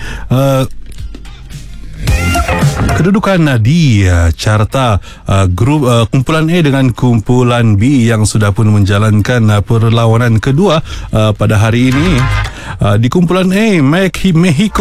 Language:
Malay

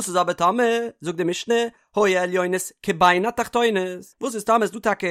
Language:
Yiddish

